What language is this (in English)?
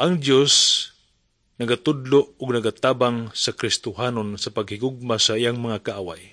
Cebuano